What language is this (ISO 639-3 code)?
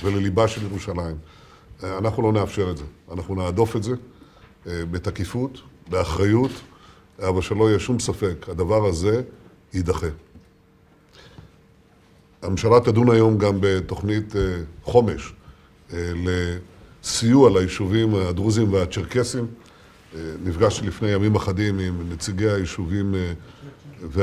heb